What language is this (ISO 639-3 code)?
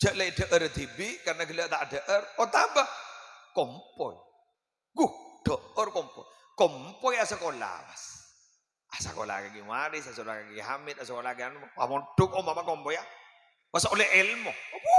mad